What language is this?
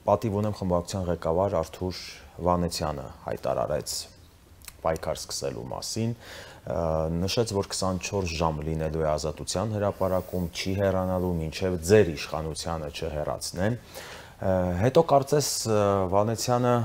Armenian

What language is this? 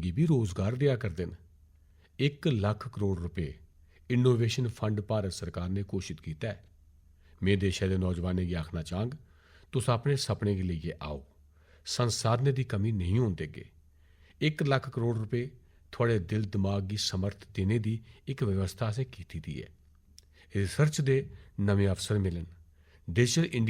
Dogri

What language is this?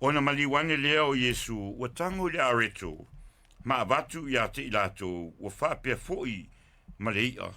Samoan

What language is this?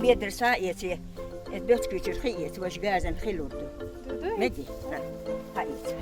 Chechen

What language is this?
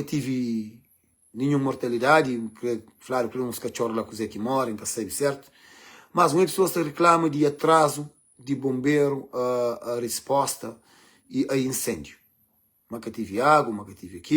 Kabuverdianu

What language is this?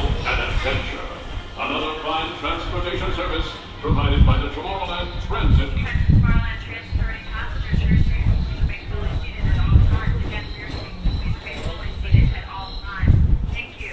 English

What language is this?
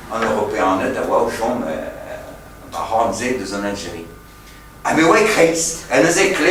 Breton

